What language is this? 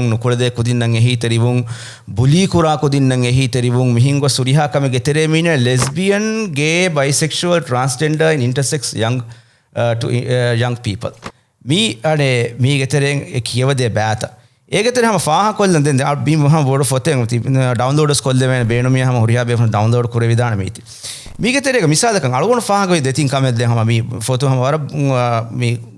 Divehi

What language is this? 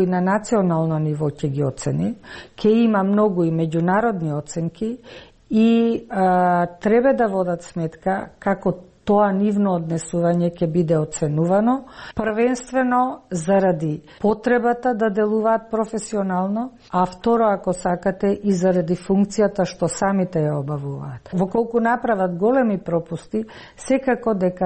Macedonian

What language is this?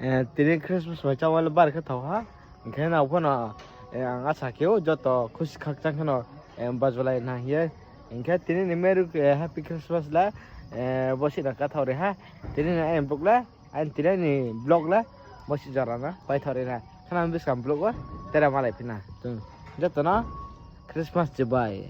Riang (India)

